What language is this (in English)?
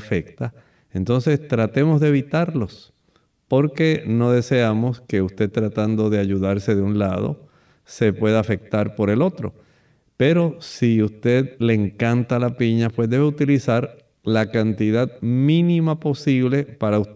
Spanish